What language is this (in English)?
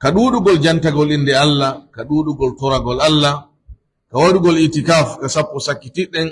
Pular